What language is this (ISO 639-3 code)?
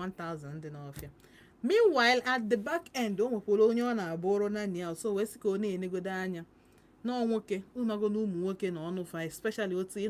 ibo